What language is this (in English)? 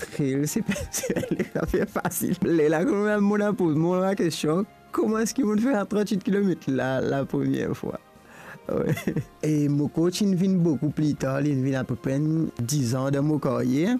Morisyen